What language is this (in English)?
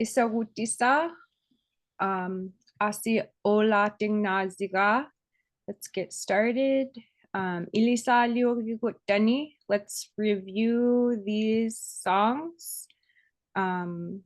Inupiaq